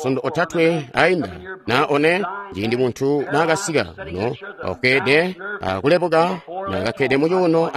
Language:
Tonga (Zambia)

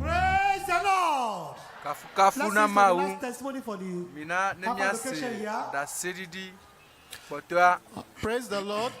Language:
Ewe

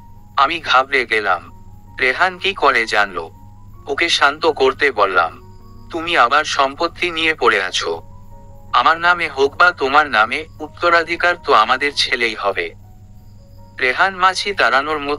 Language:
Bangla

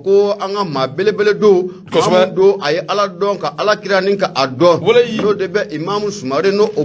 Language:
Bambara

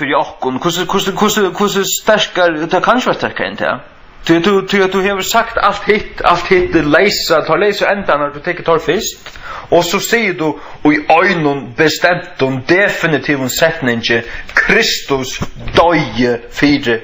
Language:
Faroese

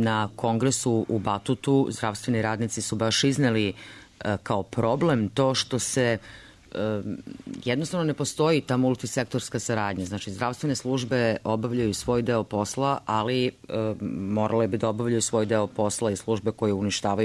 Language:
Serbian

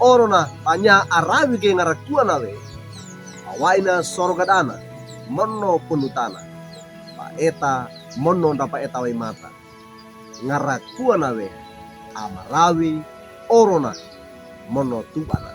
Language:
Wejewa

